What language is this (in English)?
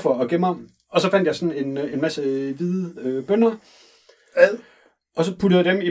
Danish